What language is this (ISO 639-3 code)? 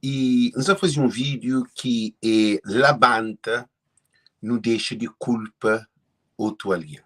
kea